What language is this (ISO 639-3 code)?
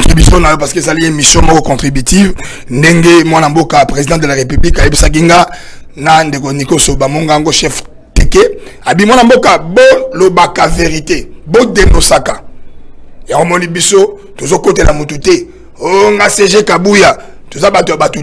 lin